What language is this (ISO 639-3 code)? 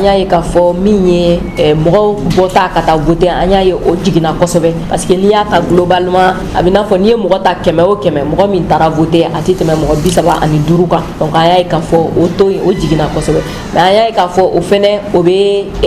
bam